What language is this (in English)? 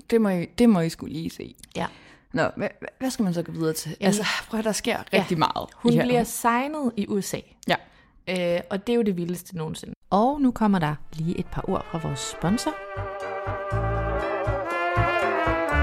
Danish